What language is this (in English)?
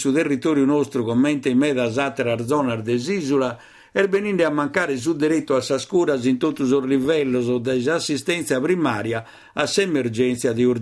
Sardinian